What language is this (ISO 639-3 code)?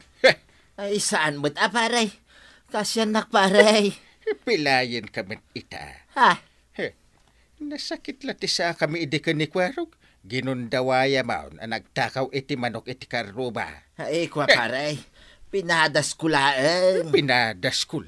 ilo